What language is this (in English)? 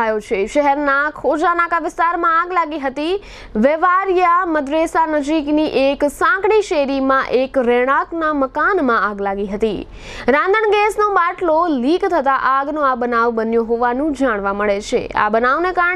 Gujarati